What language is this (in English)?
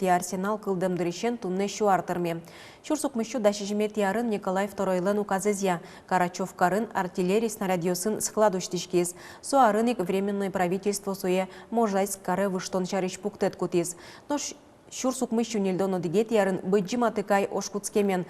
Udmurt